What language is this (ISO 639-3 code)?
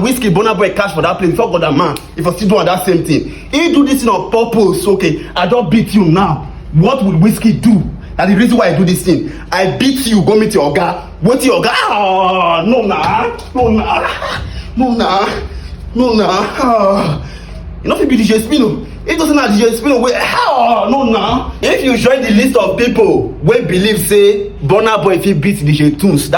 pcm